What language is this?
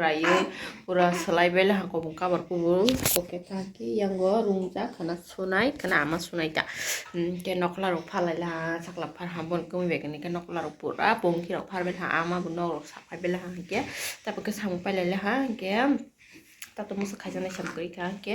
Kok Borok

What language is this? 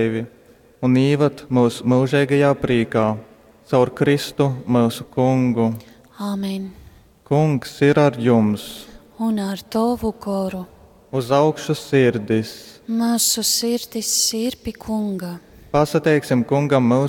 Latgalian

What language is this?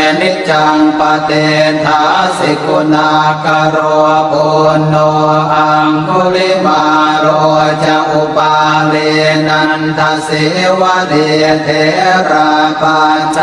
Pali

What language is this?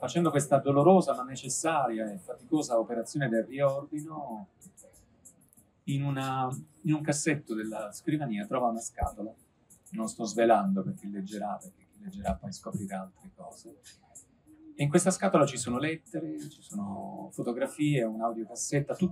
Italian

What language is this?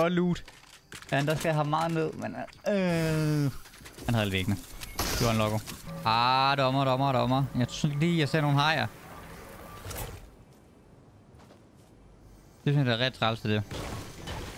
Danish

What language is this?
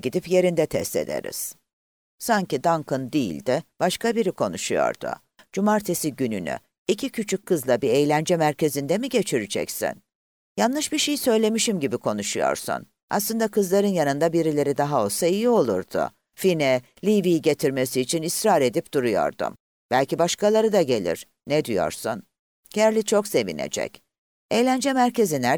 Turkish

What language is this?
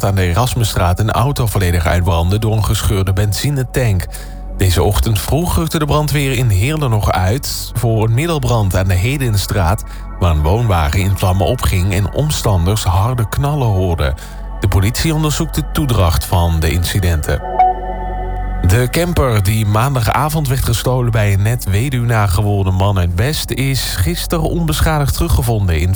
Dutch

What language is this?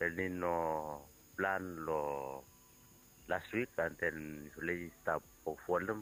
Bislama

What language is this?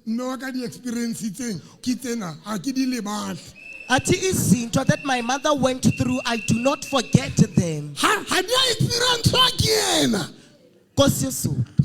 Southern Sotho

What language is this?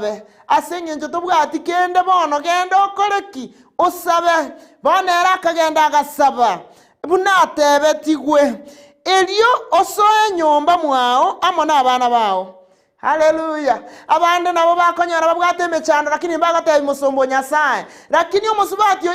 Gusii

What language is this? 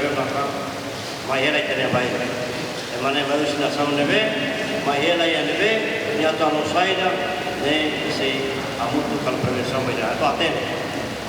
Tetum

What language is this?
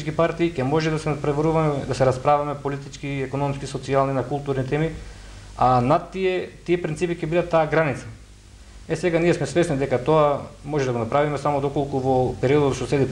Macedonian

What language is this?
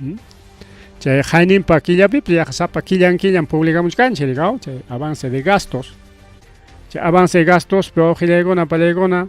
Ayacucho Quechua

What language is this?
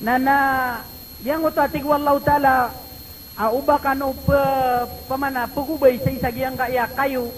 Maranao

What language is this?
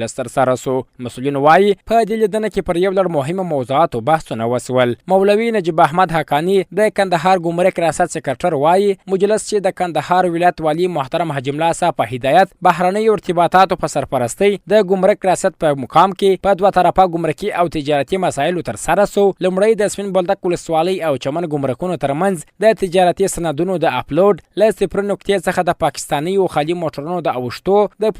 Pashto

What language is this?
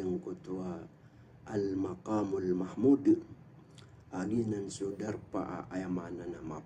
Maranao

